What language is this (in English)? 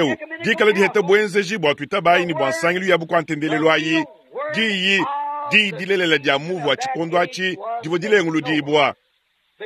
Luba-Lulua